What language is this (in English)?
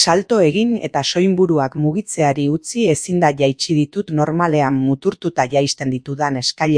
Basque